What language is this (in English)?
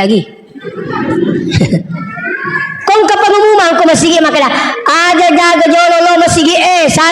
Buginese